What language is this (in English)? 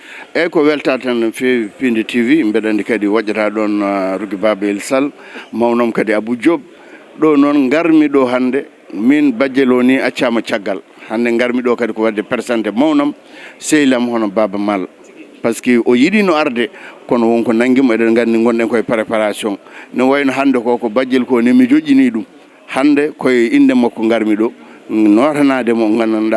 Fula